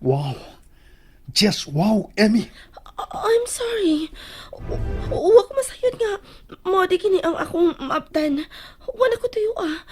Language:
Cebuano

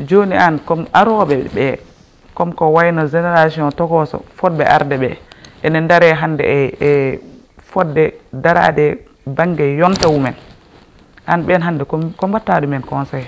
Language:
Fula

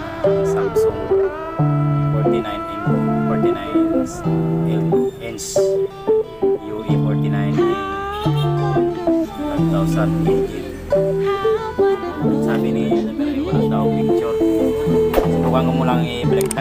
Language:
Filipino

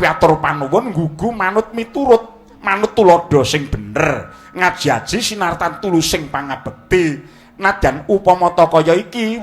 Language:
Javanese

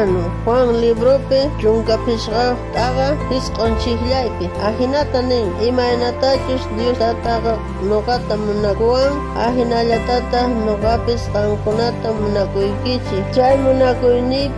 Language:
South Bolivian Quechua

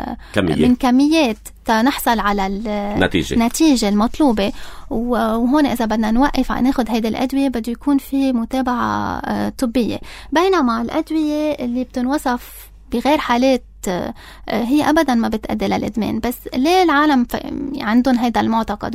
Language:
North Levantine Arabic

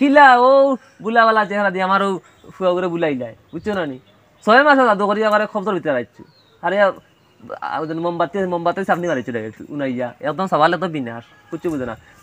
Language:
Sylheti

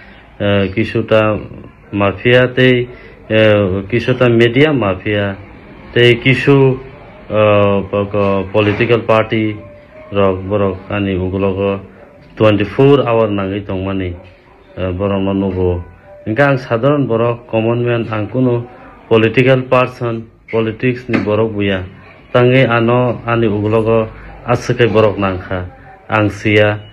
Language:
Kok Borok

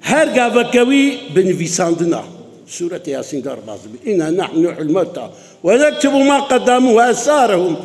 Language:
Kurdish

